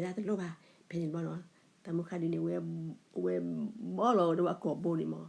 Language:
S'gaw Karen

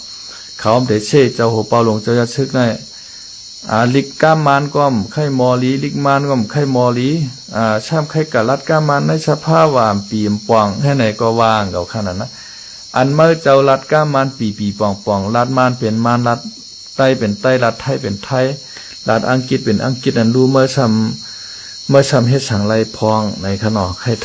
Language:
Shan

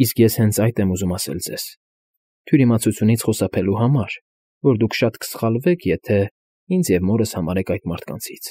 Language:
Armenian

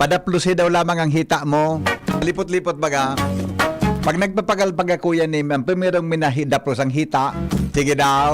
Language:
Bikol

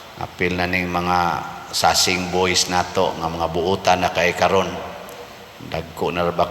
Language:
Cebuano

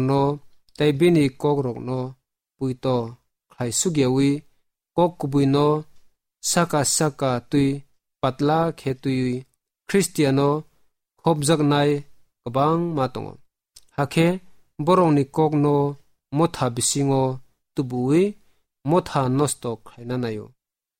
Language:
Kok Borok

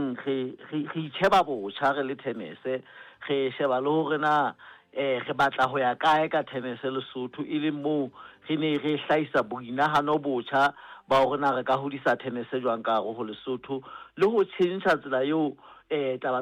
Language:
Southern Sotho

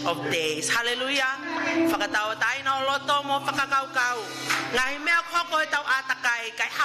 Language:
Tongan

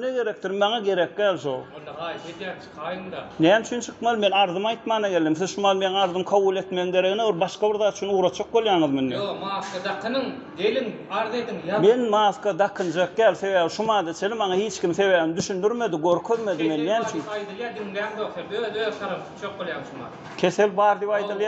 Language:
Turkmen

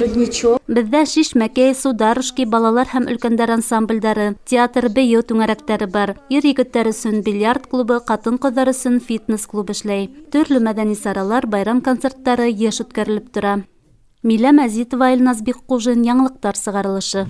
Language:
Bashkir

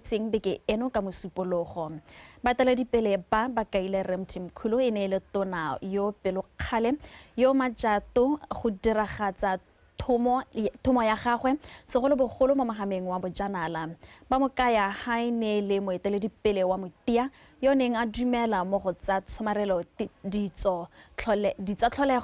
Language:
Tswana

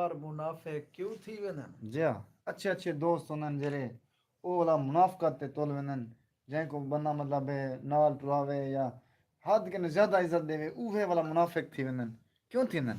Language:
Saraiki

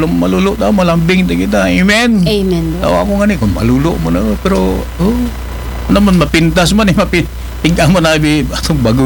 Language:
Aklanon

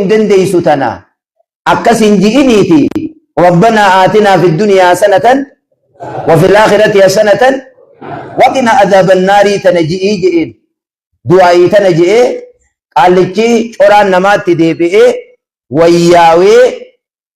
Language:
Oromo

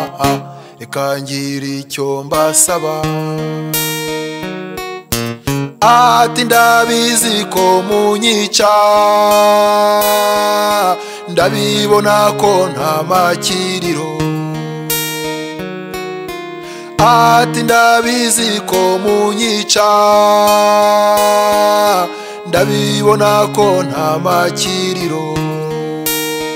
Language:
Kinyarwanda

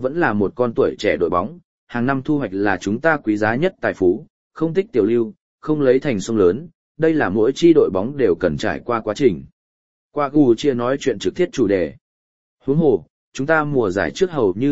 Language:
Vietnamese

